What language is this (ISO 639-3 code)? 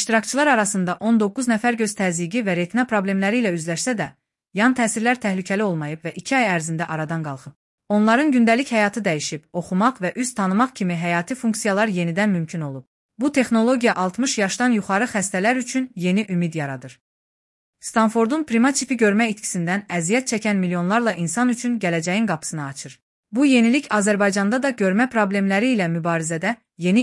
aze